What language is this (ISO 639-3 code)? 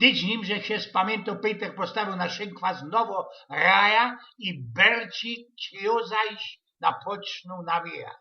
szl